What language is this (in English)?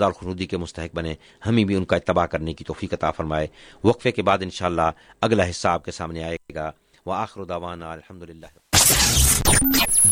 Urdu